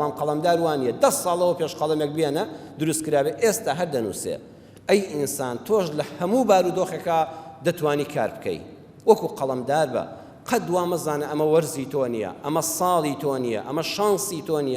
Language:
Central Kurdish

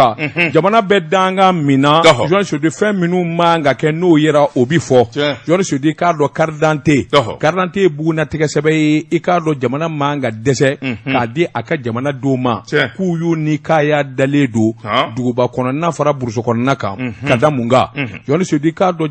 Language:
Bambara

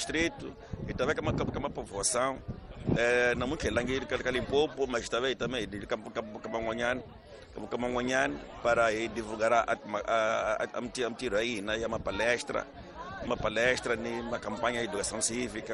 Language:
Tsonga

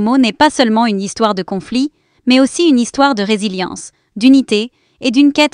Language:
French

